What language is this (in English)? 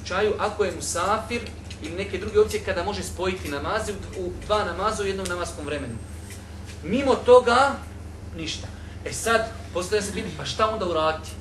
Bosnian